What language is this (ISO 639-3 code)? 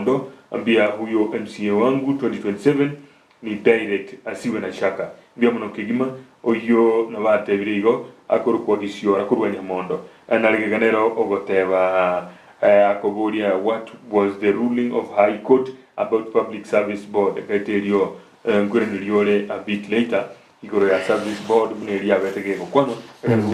guz